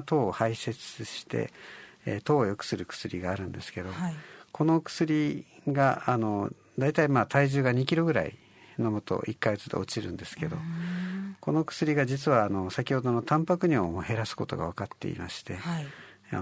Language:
Japanese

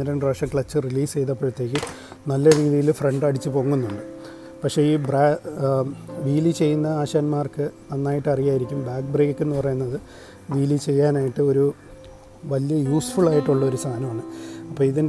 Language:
Malayalam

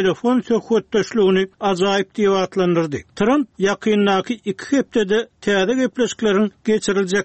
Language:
Turkmen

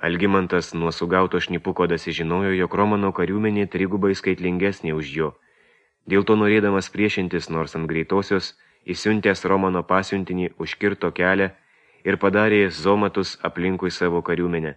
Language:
Lithuanian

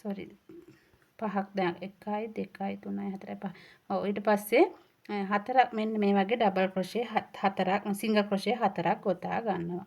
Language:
Sinhala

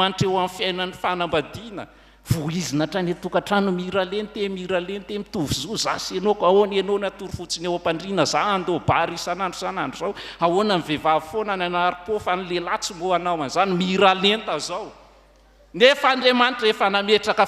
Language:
Malagasy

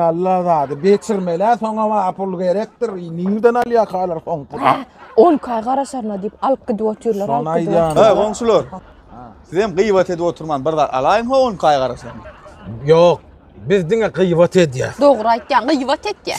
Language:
Turkmen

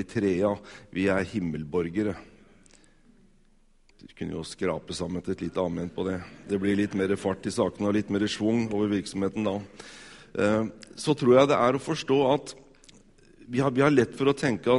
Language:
Norwegian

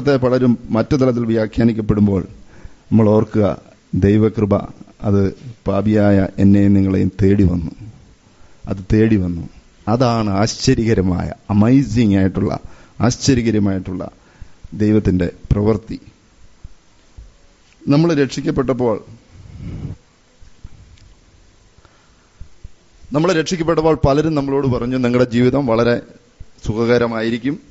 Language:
Malayalam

